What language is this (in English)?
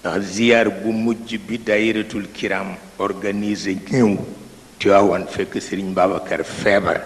Wolof